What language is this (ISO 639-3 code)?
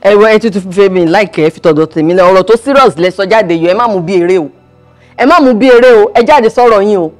yor